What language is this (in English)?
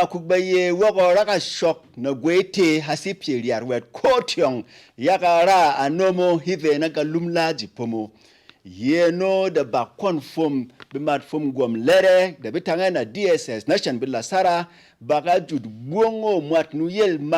Berom